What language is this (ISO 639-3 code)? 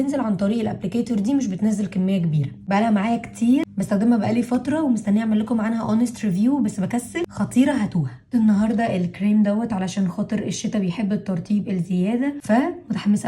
arz